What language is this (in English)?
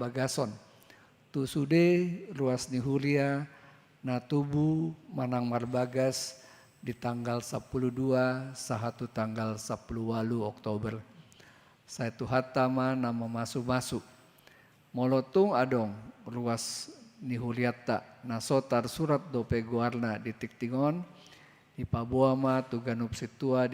Batak Toba